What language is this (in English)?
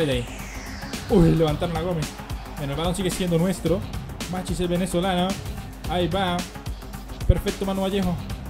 Spanish